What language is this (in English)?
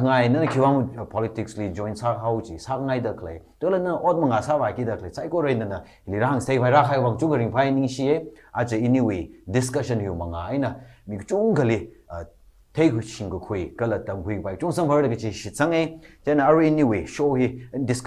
Tangkhul Naga (India)